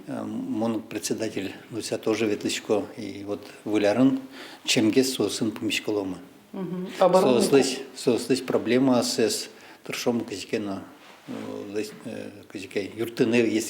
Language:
Udmurt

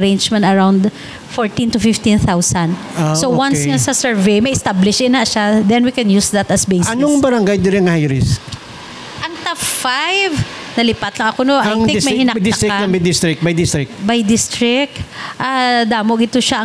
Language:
Hiligaynon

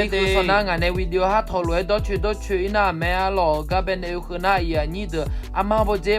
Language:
Akha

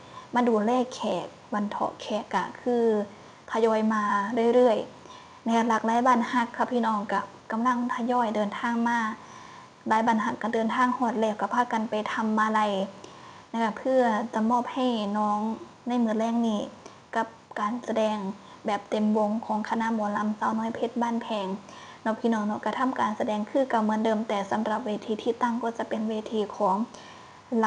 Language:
Northeastern Thai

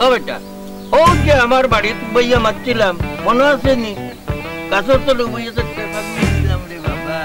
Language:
Sylheti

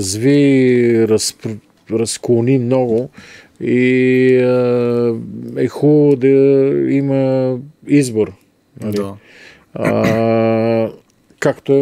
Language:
Bulgarian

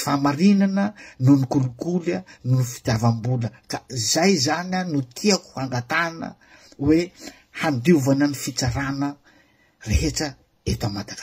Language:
Malagasy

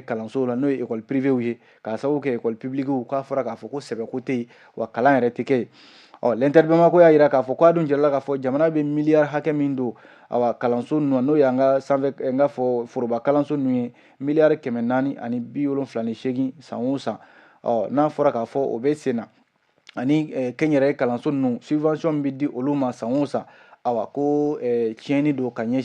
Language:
Bambara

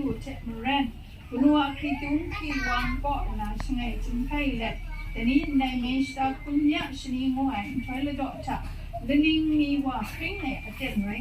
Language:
Kachin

